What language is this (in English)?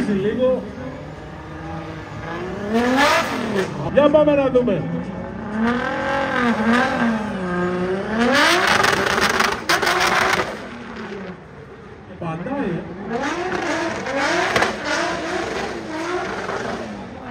Greek